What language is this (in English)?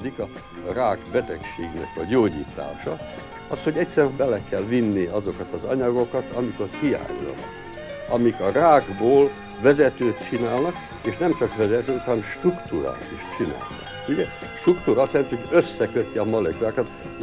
Hungarian